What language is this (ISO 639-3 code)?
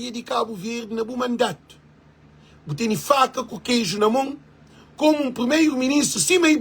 kea